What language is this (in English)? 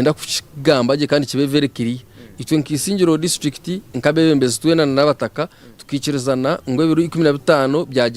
Nyankole